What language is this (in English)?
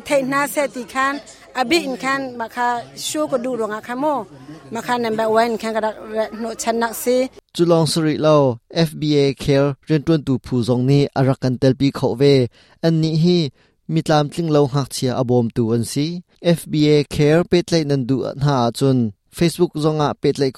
Hakha Chin